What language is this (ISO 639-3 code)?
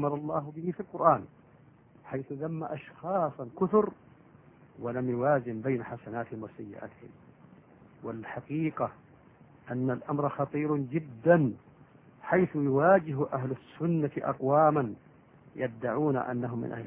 ara